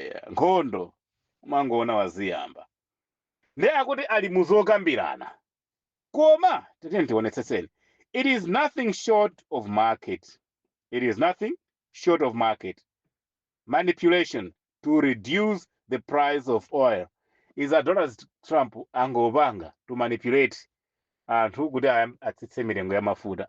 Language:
Nyanja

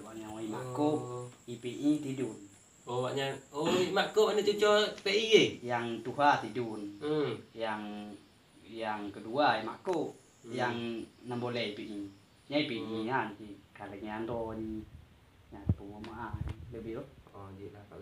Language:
Achinese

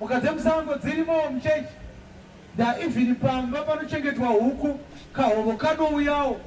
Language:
Shona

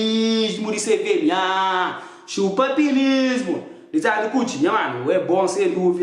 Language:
Kabuverdianu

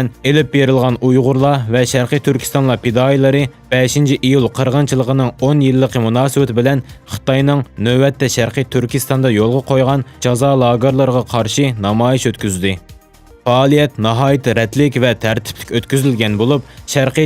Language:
Uyghur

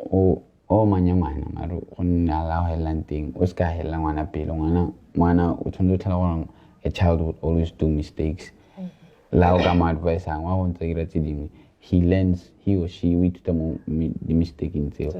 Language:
Tswana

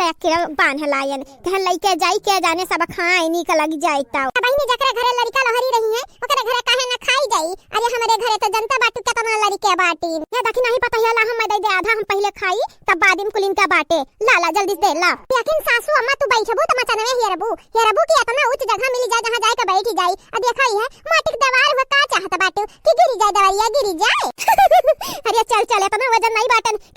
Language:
Awadhi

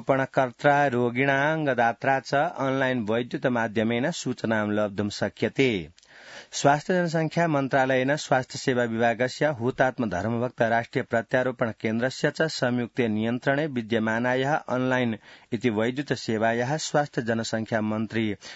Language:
Sanskrit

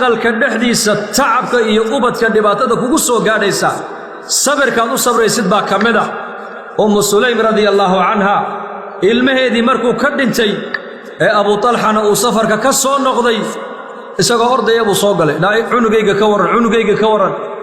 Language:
Somali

